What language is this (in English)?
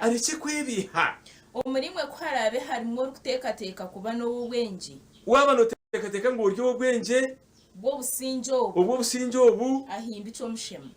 Nyankole